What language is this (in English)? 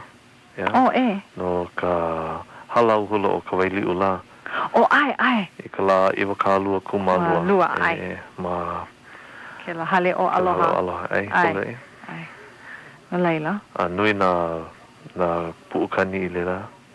Hawaiian